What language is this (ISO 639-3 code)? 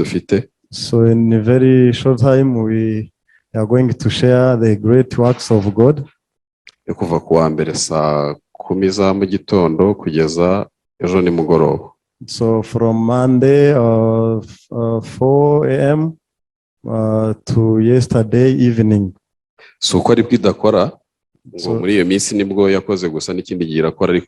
kin